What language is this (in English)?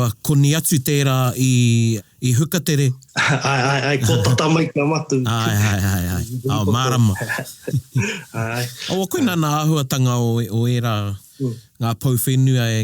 Māori